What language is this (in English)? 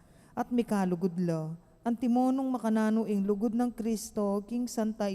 Pampanga